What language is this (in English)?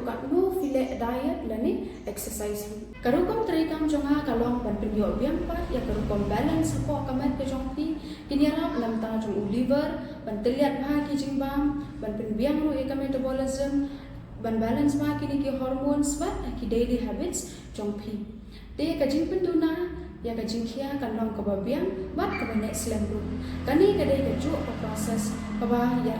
Khasi